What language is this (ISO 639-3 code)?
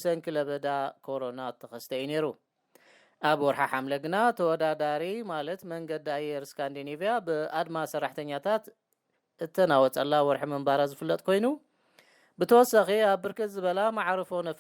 tir